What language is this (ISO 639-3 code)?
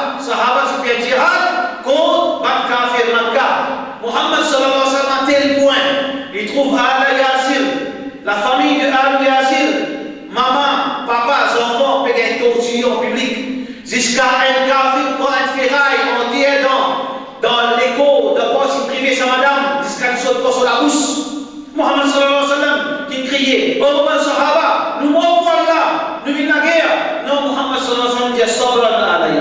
mfe